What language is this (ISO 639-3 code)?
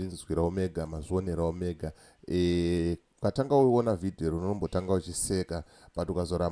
sna